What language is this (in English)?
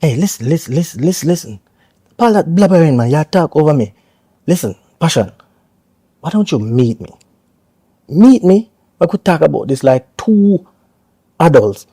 Jamaican Creole English